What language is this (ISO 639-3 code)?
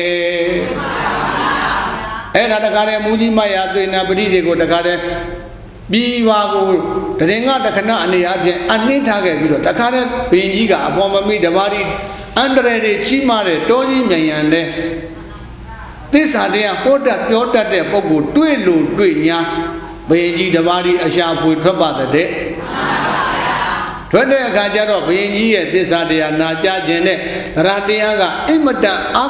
mya